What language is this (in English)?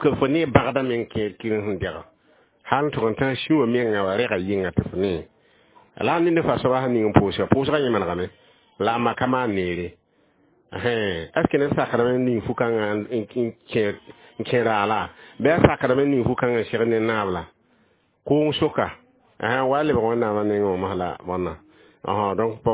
Mossi